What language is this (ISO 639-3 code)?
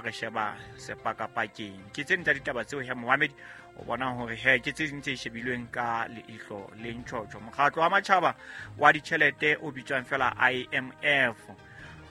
sot